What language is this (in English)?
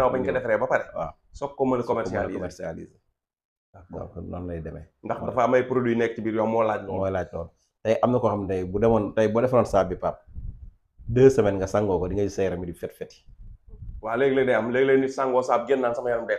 Wolof